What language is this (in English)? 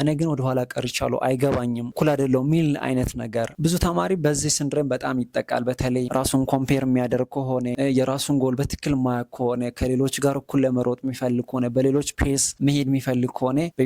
Amharic